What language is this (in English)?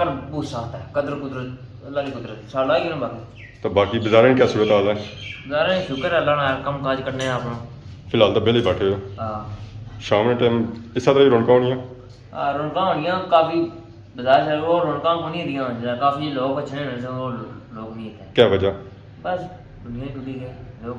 Pahari-Potwari